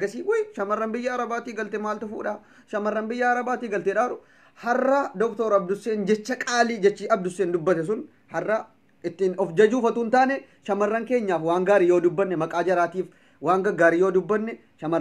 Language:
Oromo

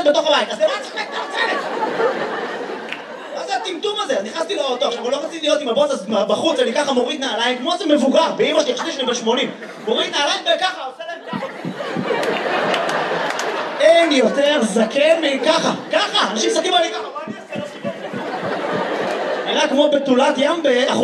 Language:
Hebrew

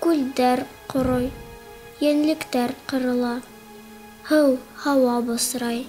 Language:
Bashkir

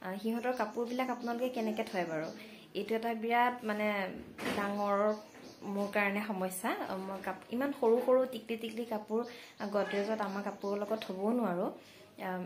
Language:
Assamese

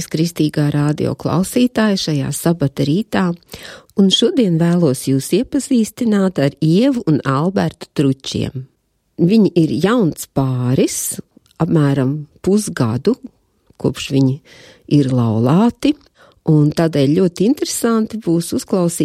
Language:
Latvian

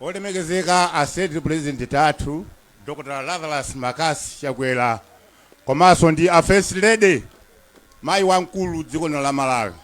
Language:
Nyanja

